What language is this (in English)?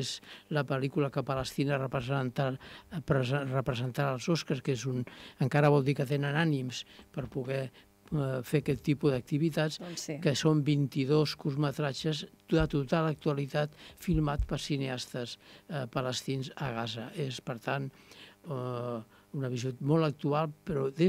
Catalan